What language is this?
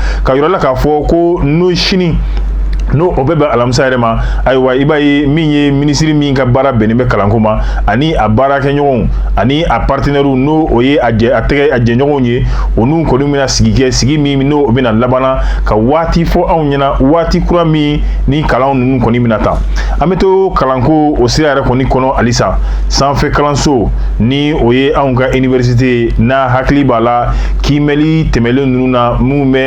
Bambara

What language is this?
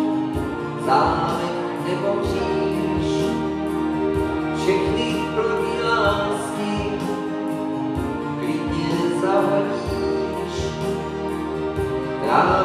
Czech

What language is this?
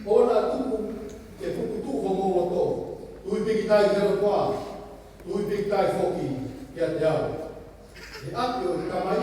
Tongan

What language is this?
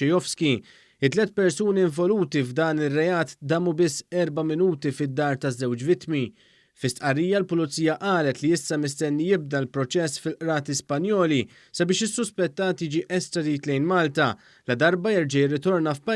Maltese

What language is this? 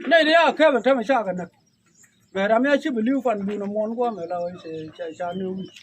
Nuer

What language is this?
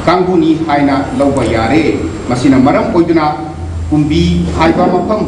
Manipuri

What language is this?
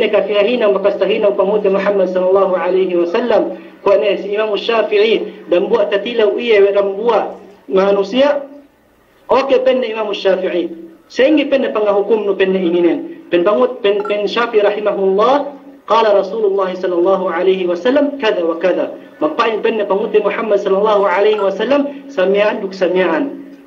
Yakan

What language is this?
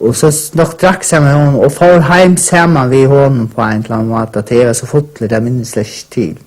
Faroese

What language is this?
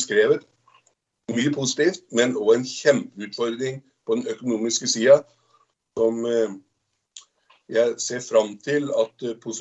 Norwegian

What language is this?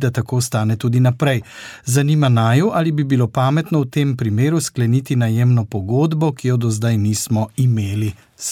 Slovenian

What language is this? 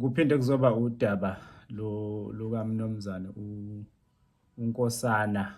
Zulu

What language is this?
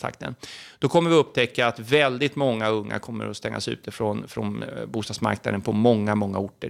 Swedish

